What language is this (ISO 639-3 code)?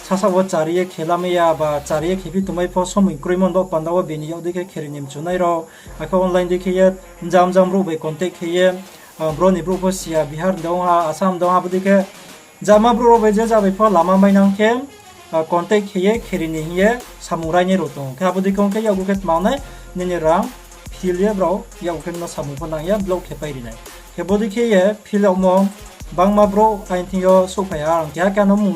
ria